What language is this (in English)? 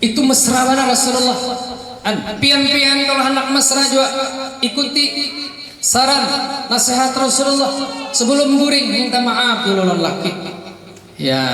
Banjar